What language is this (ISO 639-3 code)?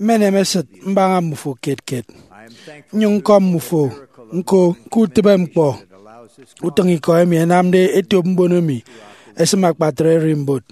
efi